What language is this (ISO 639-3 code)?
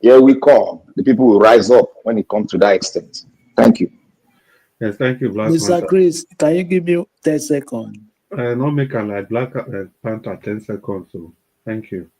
pcm